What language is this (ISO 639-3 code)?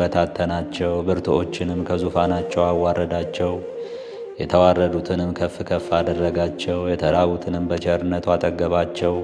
amh